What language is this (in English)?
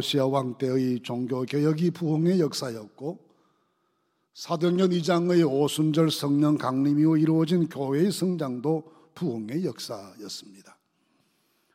Korean